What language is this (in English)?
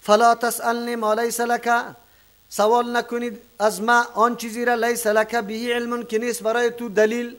Persian